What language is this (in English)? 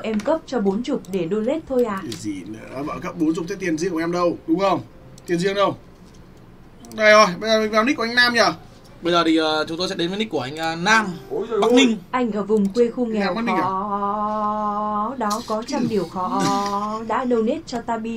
Vietnamese